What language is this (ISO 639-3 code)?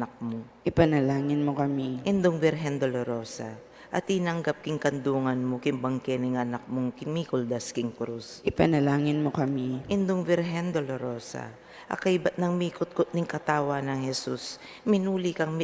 pam